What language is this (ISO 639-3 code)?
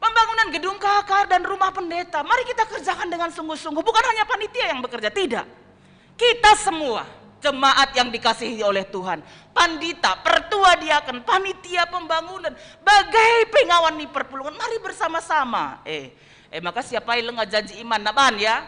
btx